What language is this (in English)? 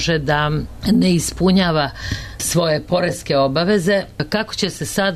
Serbian